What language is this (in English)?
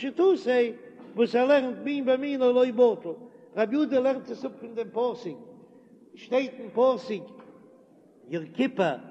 Yiddish